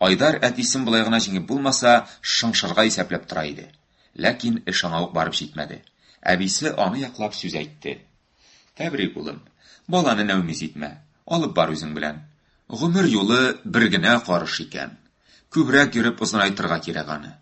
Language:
Tatar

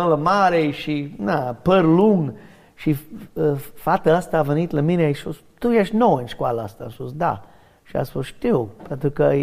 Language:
Romanian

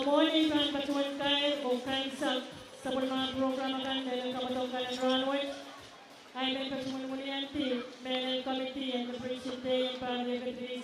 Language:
Pohnpeian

